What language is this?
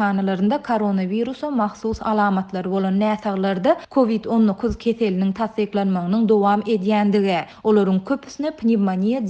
Turkmen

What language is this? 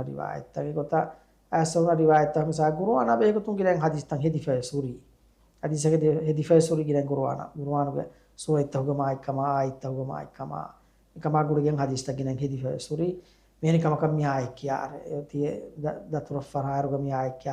Divehi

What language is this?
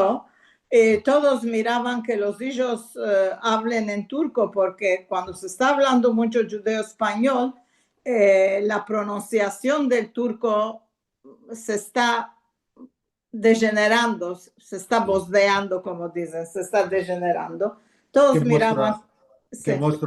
Ladino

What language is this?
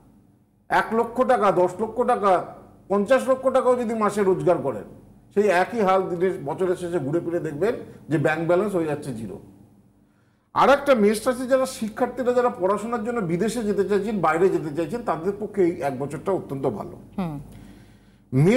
Bangla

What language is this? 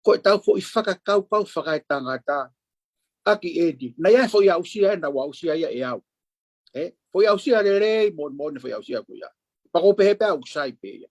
Tongan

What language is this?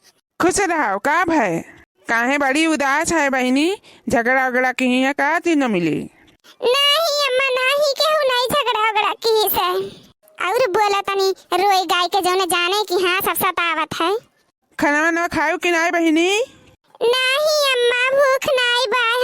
Awadhi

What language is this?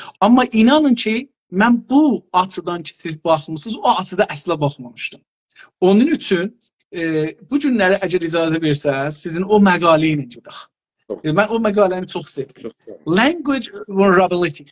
South Azerbaijani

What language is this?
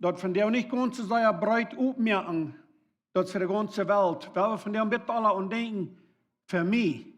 Plautdietsch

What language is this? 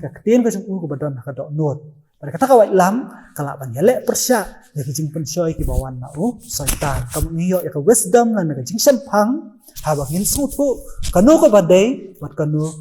Khasi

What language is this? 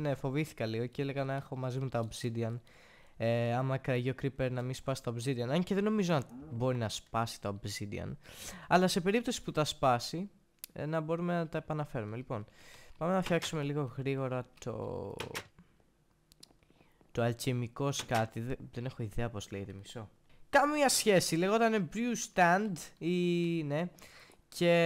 Greek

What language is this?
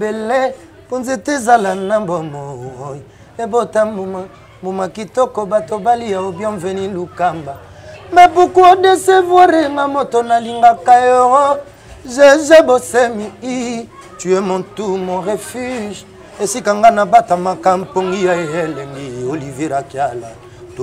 Lingala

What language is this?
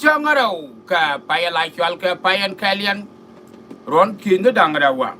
Nuer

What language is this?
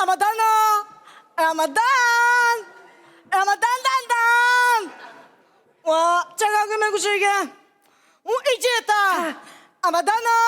Albanian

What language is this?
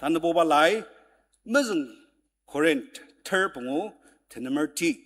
Ao Naga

